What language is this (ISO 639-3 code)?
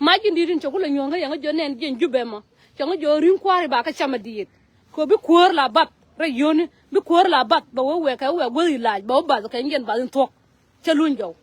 nus